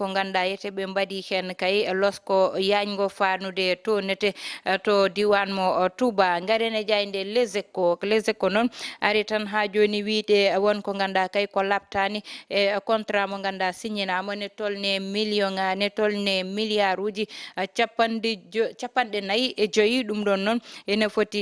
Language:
Fula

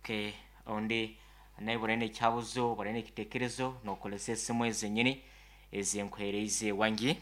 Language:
Nyankole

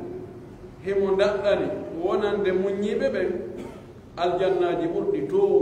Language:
Pular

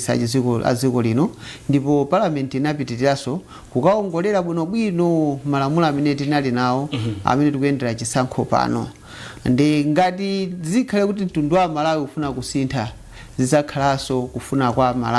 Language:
Nyanja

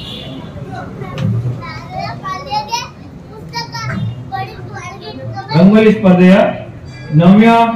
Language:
Kannada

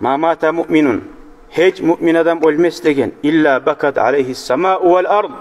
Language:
Kumyk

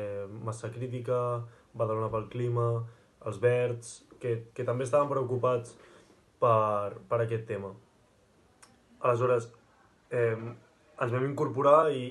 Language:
Catalan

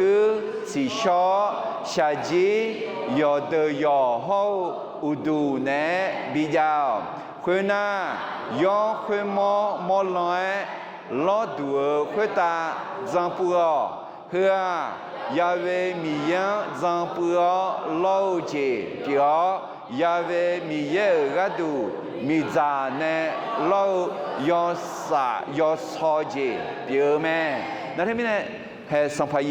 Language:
Akha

